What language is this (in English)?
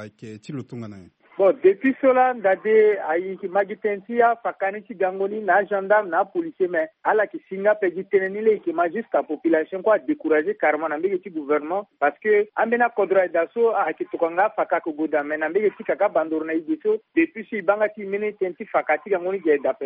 Sango